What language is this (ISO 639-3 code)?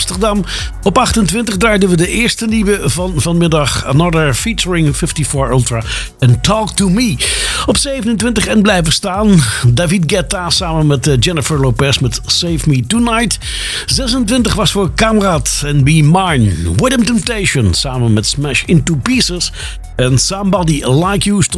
nld